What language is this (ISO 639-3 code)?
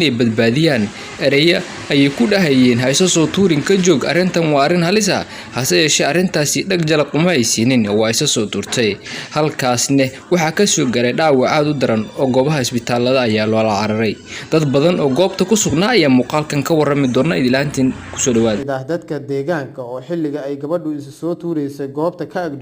som